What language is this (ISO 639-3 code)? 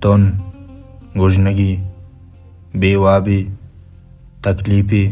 bal